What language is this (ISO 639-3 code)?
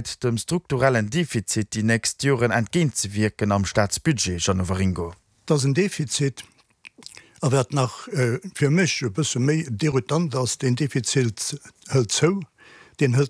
ltz